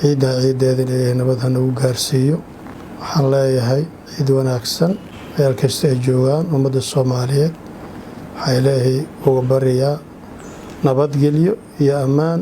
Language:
Somali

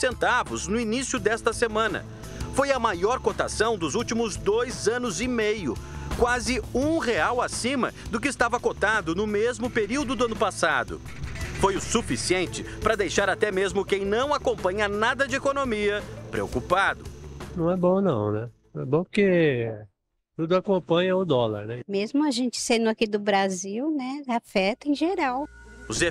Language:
Portuguese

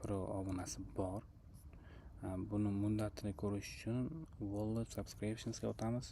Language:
Uzbek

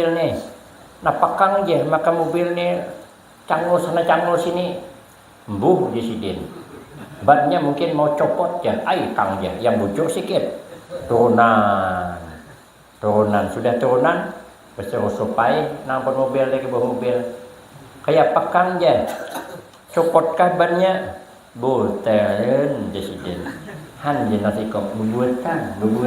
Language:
Banjar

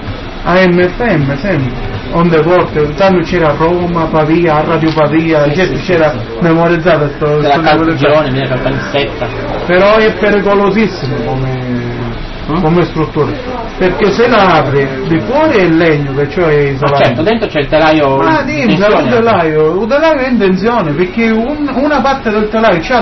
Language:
Italian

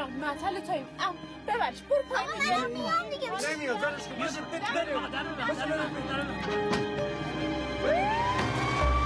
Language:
Persian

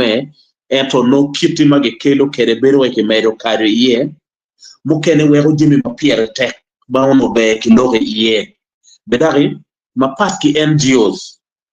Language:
Acoli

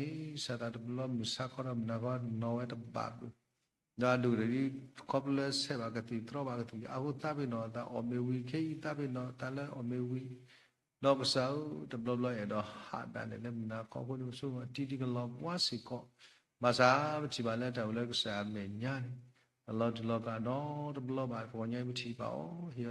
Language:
S'gaw Karen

